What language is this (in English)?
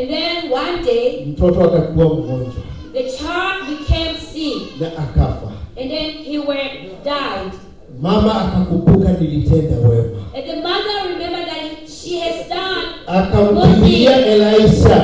Swahili